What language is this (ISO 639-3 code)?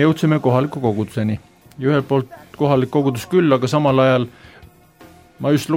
est